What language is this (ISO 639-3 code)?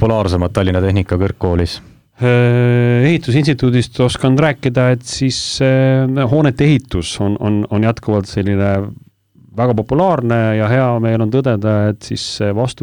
est